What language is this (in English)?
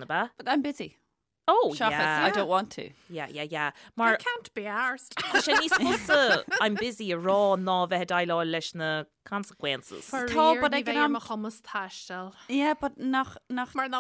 Irish